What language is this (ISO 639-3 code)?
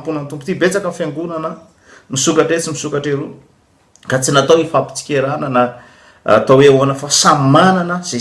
mlg